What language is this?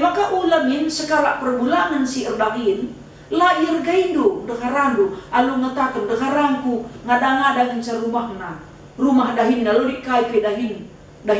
Batak Karo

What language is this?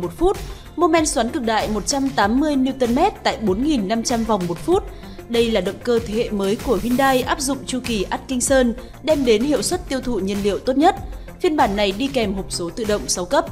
Vietnamese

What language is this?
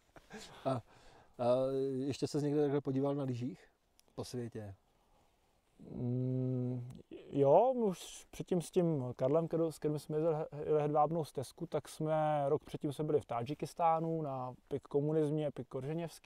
Czech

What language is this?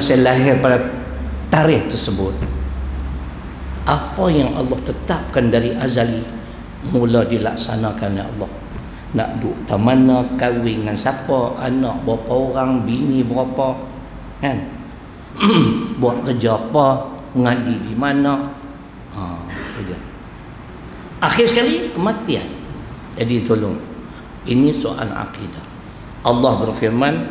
Malay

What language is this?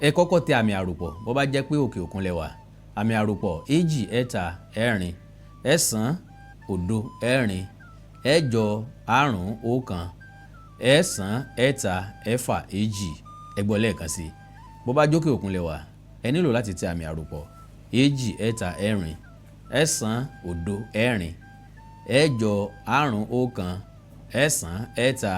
Yoruba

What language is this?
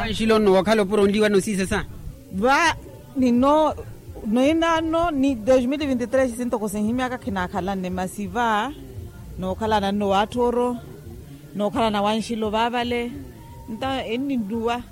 Makhuwa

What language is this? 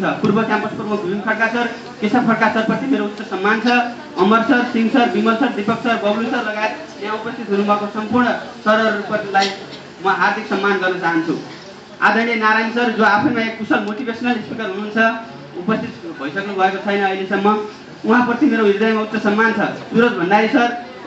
Nepali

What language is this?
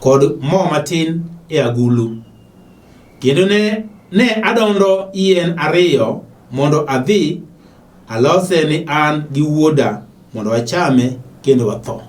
Luo (Kenya and Tanzania)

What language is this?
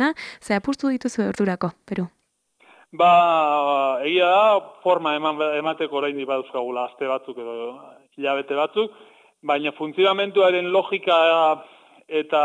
Basque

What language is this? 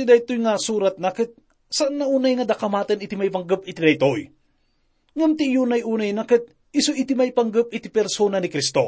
Iloko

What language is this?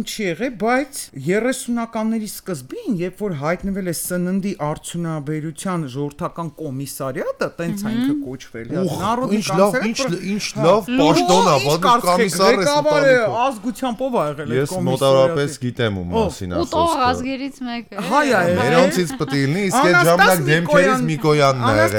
Armenian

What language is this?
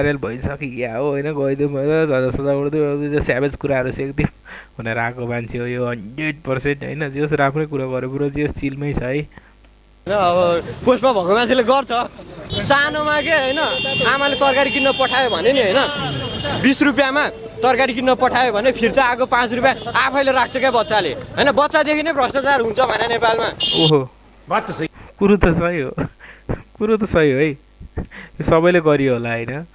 Nepali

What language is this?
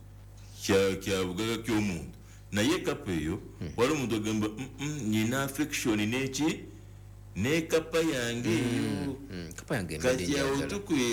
Ganda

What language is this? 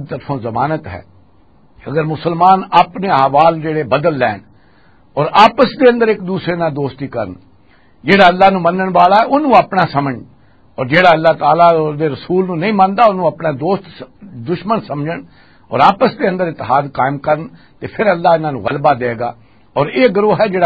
Western Panjabi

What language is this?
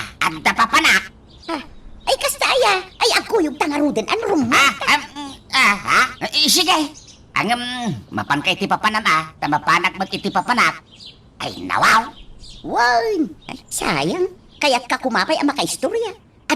Iloko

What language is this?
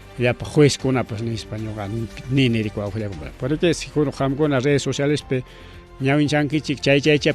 Ayacucho Quechua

